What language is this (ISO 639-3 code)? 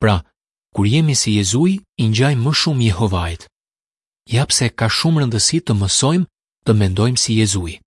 sqi